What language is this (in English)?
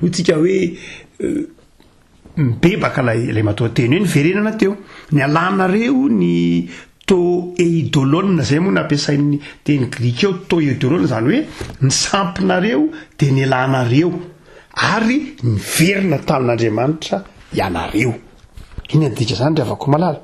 Malagasy